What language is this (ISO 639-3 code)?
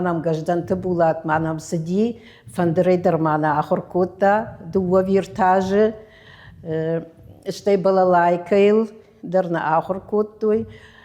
oss